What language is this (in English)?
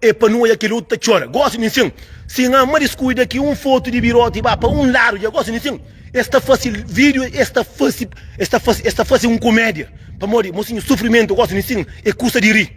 Kabuverdianu